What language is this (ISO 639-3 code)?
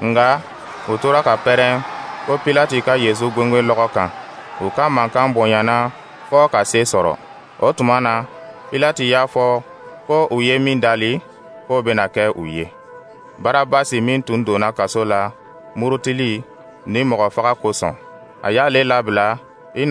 dyu